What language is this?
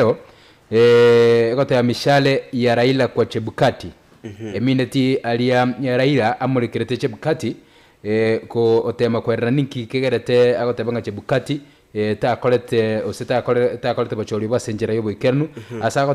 Gusii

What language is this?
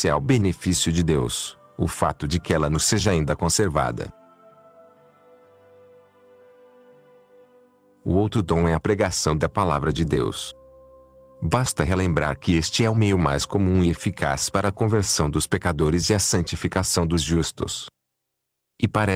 Portuguese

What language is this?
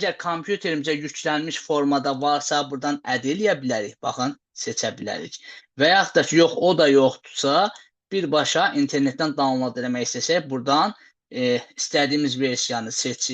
Azerbaijani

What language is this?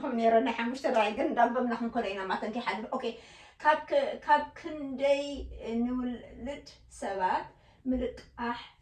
Tigrinya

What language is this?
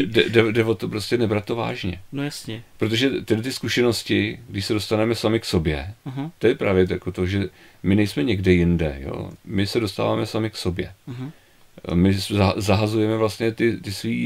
Czech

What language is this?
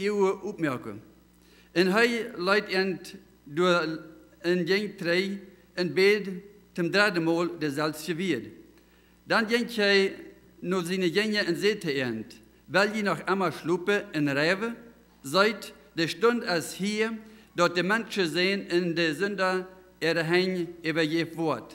Plautdietsch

